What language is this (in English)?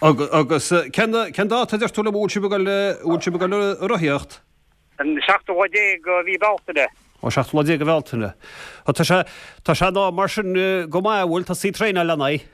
Irish